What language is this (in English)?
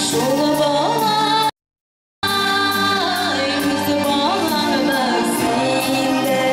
Bashkir